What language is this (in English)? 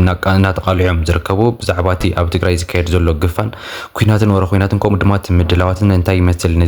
Tigrinya